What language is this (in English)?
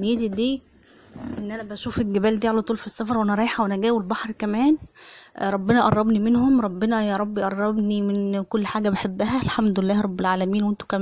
Egyptian Arabic